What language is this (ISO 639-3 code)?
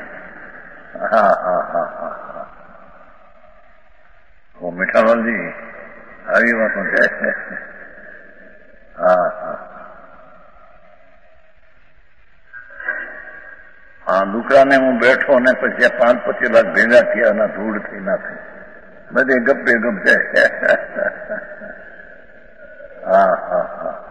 guj